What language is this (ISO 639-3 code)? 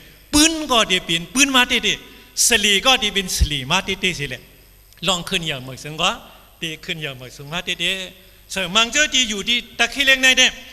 shn